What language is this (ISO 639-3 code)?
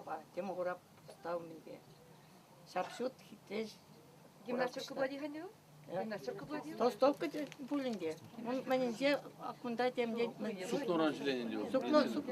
chv